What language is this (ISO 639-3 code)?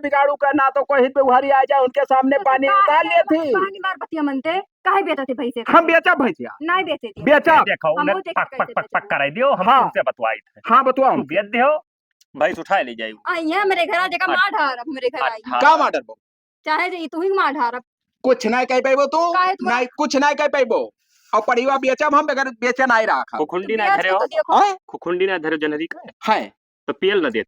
awa